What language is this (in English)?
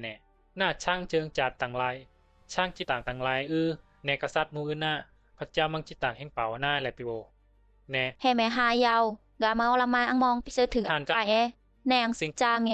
Bisu